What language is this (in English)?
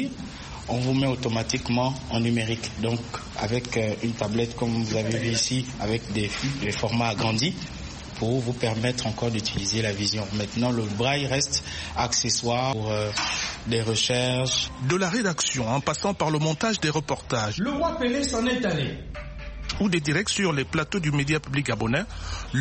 French